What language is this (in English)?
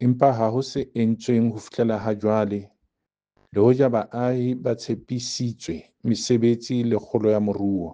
Southern Sotho